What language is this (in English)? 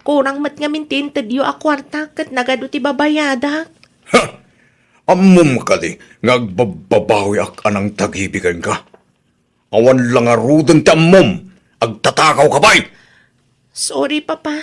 Iloko